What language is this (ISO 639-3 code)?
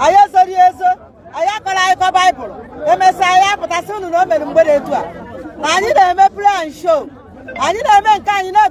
ibo